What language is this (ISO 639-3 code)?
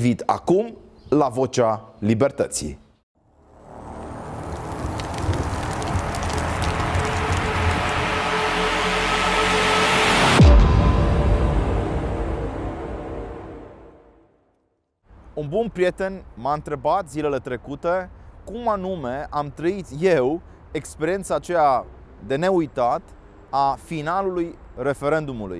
ron